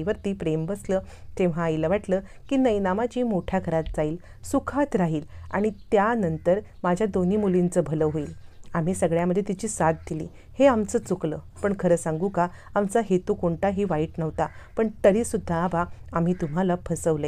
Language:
Marathi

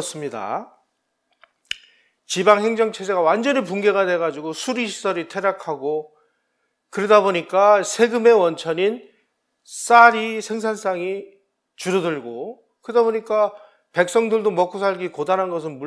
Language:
Korean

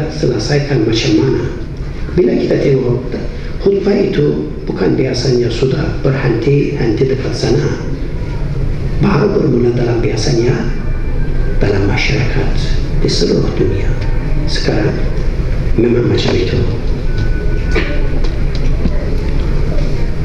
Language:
Malay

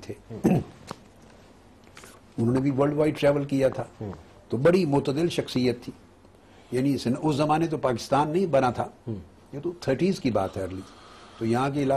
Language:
Urdu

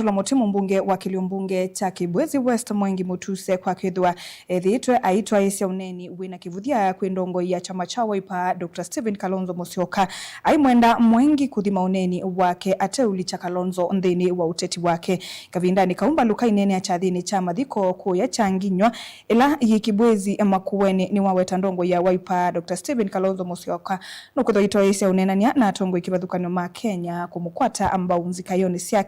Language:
Kamba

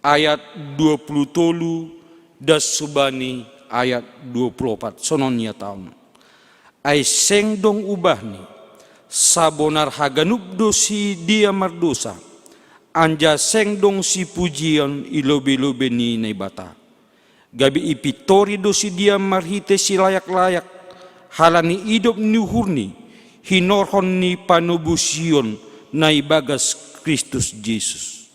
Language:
Batak Simalungun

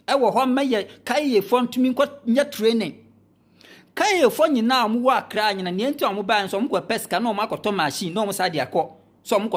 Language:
Akan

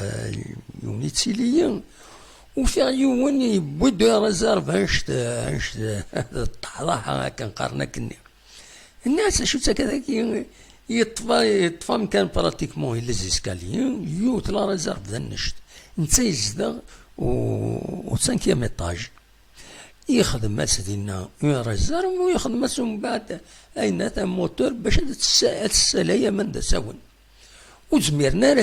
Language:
Kabyle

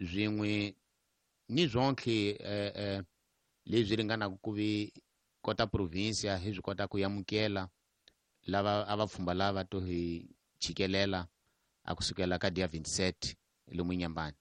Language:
Tsonga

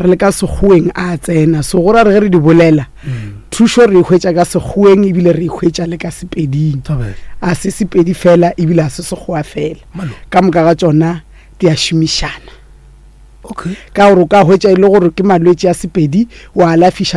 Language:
Northern Sotho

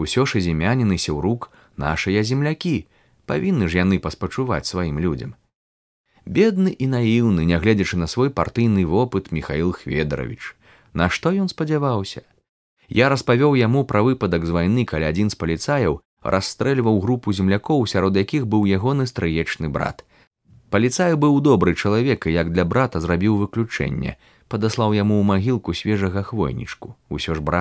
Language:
Belarusian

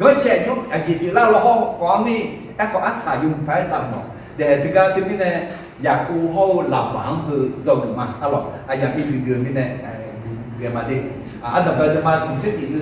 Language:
Akha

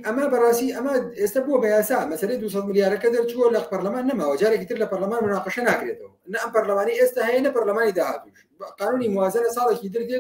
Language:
Central Kurdish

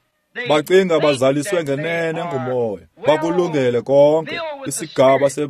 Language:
Xhosa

